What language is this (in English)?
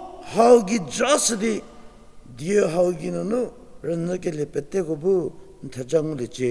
Angami Naga